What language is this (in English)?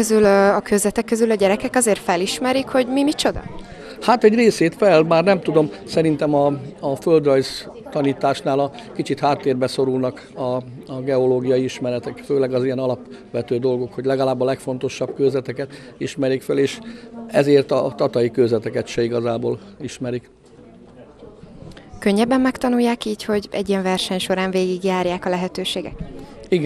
Hungarian